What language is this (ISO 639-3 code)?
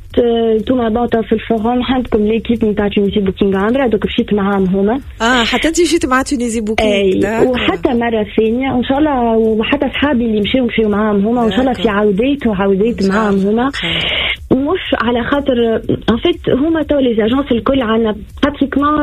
aeb